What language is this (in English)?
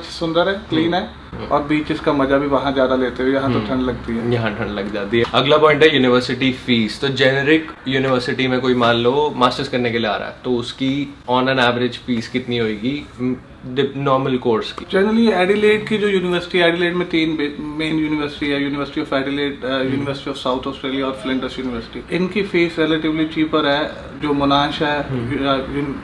Hindi